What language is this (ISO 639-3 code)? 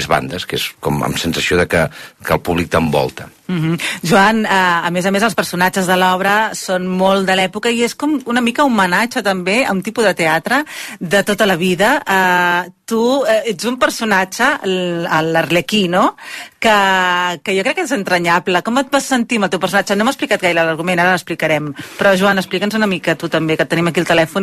cat